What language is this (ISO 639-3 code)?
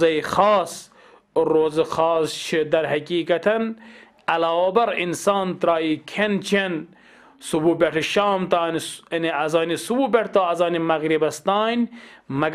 kas